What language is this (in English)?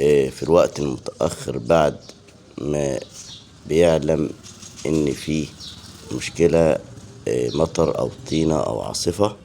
Egyptian Arabic